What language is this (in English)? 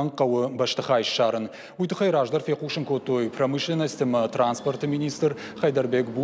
Ossetic